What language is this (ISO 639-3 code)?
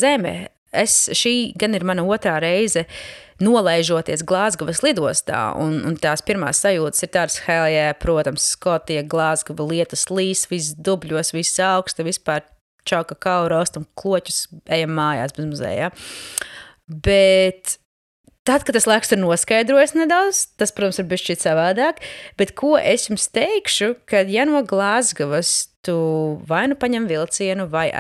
lav